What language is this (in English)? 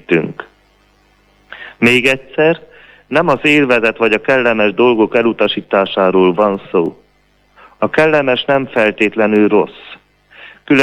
Hungarian